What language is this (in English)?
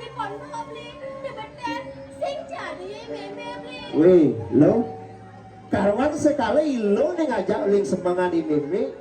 Balinese